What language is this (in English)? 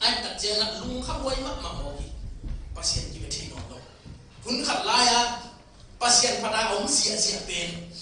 Tedim Chin